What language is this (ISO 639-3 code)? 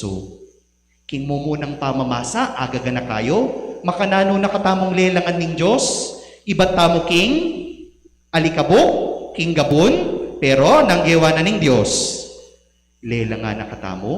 pam